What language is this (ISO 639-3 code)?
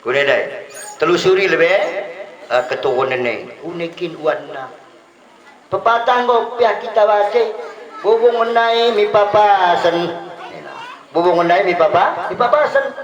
btd